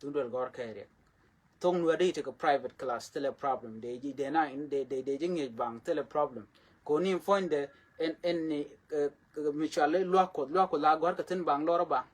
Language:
Nuer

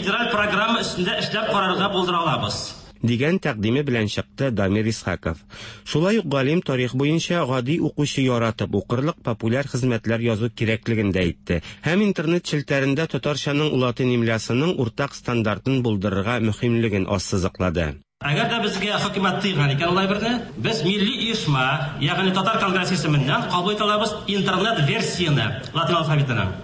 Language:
Tatar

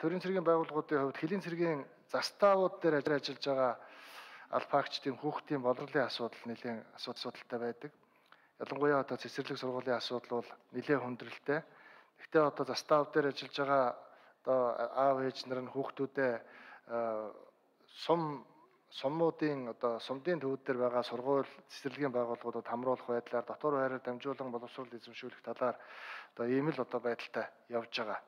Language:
Mongolian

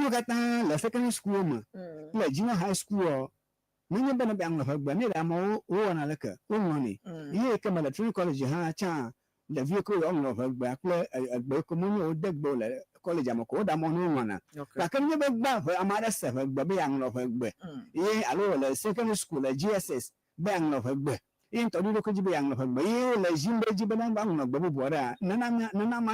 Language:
Ewe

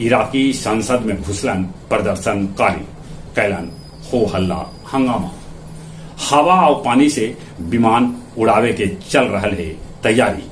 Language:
Magahi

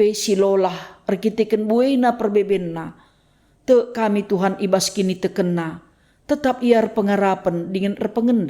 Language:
Batak Karo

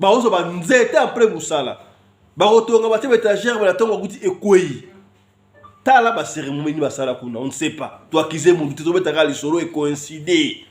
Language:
Lingala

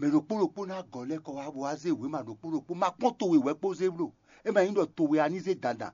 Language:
Fon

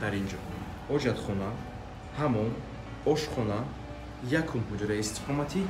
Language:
Tajik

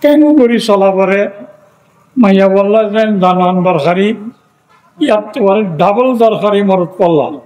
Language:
Rohingya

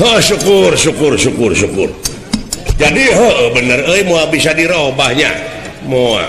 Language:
Sundanese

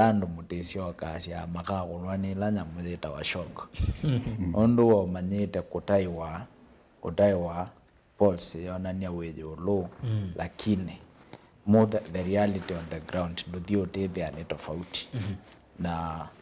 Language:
Kamba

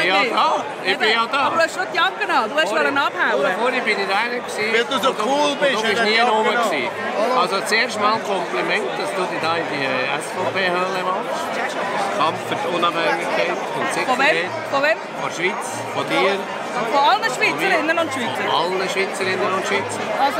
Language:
Swiss German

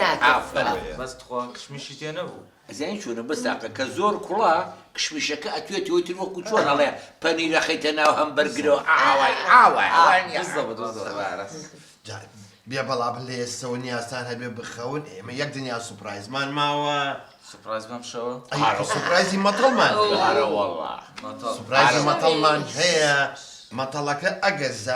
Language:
Central Kurdish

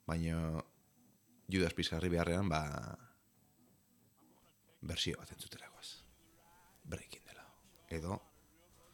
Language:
Basque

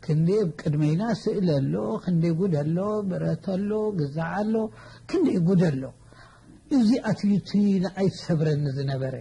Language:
Tigrinya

